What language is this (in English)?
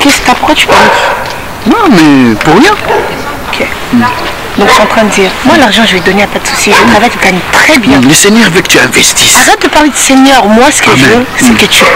French